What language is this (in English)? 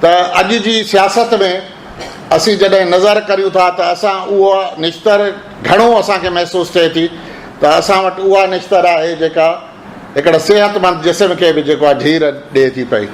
Sindhi